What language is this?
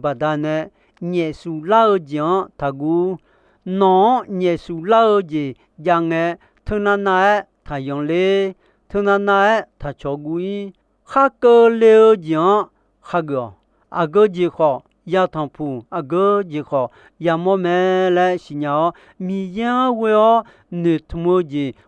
Akha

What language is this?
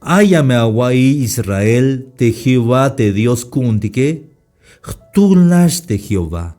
Tzeltal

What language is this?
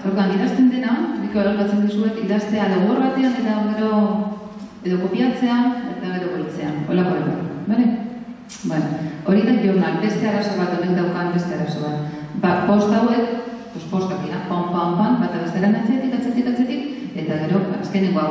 Basque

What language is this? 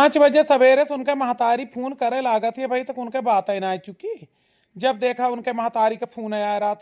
Awadhi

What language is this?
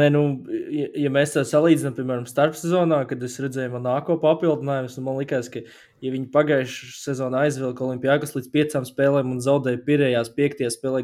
Latvian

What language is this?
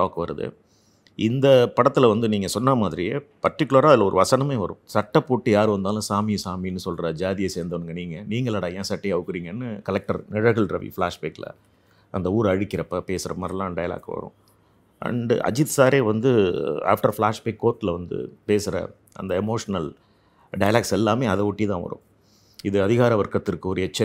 Tamil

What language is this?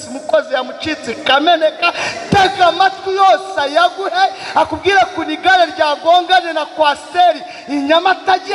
Kinyarwanda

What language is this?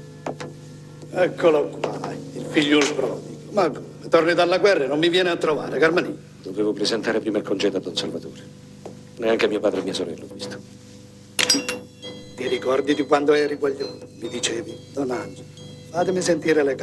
Italian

